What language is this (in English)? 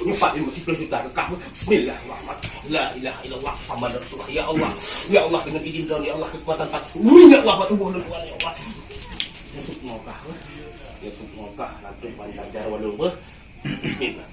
Achinese